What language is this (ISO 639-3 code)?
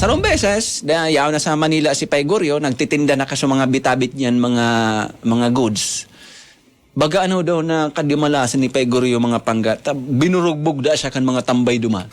bik